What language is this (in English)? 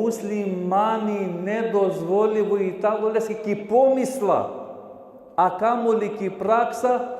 Balkan Romani